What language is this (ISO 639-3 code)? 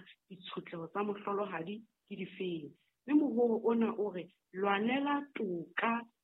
sot